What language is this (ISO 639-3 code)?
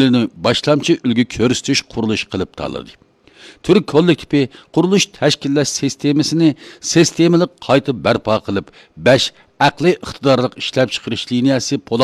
uig